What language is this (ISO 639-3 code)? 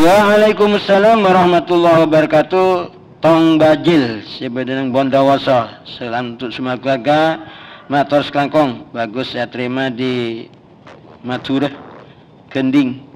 mad